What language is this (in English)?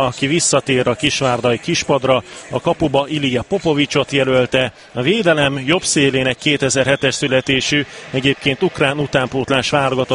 Hungarian